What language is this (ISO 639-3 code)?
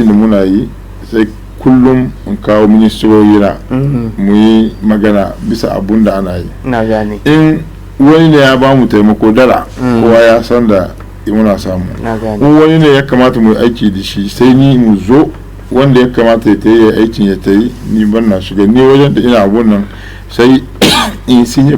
hau